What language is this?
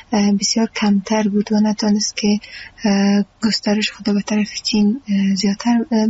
Persian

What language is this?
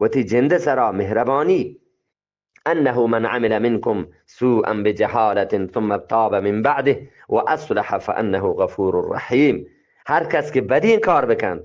Eastern Balochi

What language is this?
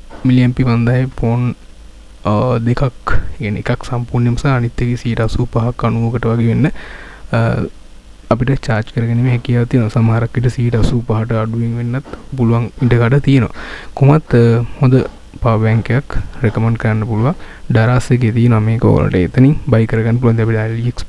Sinhala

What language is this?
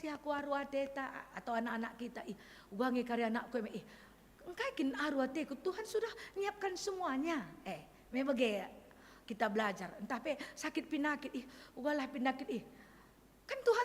Batak Karo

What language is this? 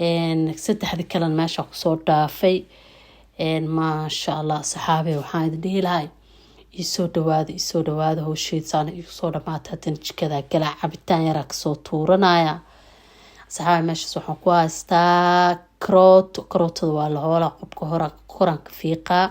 Somali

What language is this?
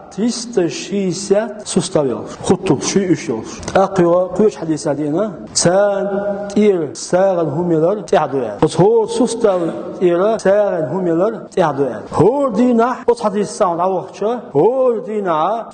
Chechen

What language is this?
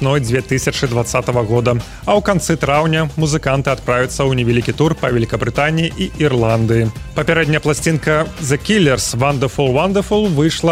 Belarusian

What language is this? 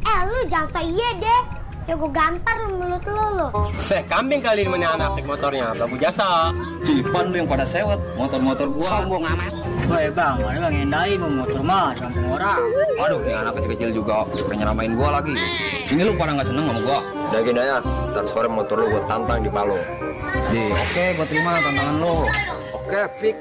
Betawi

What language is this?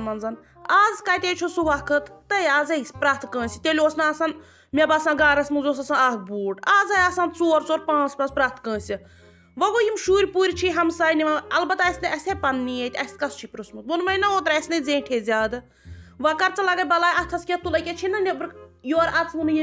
Kashmiri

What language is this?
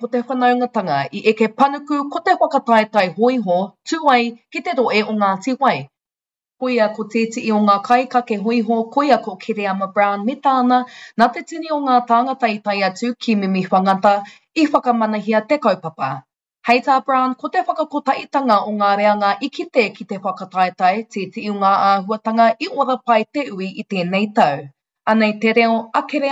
Māori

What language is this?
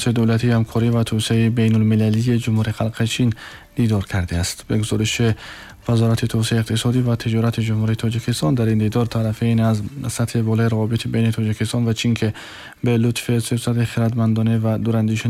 Tajik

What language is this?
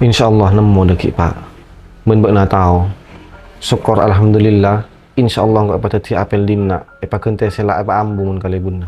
Madurese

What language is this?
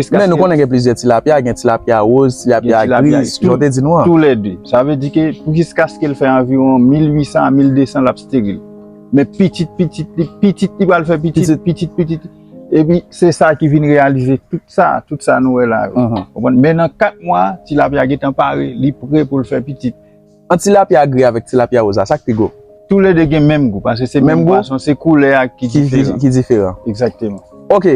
Haitian Creole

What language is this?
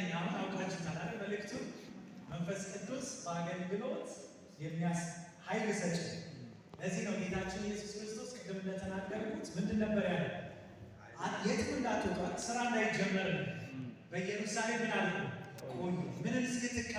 Amharic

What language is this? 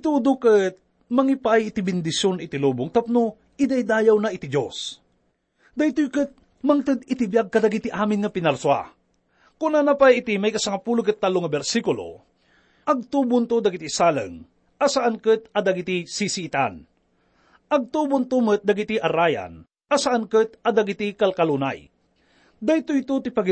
Iloko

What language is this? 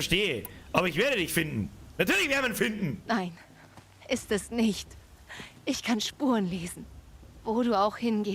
Bavarian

